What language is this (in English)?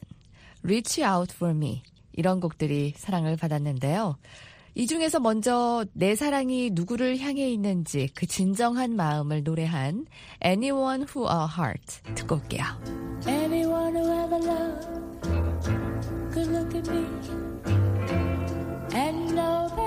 Korean